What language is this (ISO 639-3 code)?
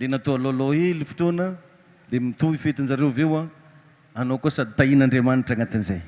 mlg